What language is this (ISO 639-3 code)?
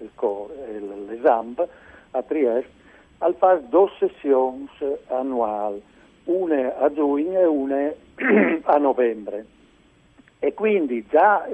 fur